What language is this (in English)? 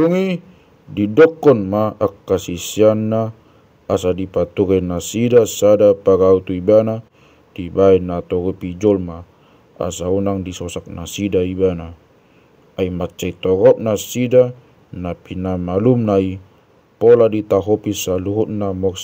Batak Toba